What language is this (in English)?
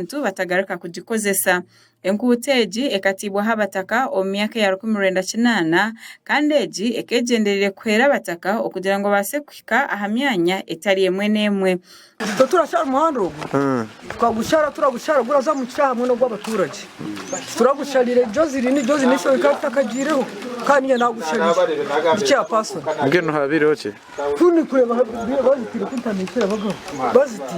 Nyankole